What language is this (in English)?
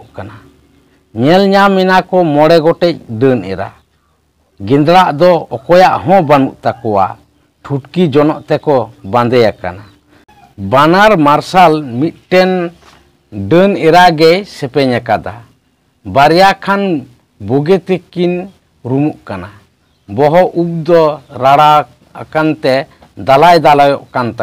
Santali